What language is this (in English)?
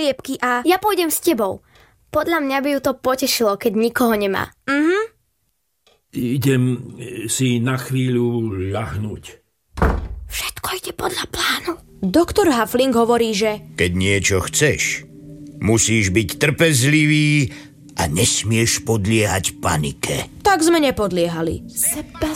Slovak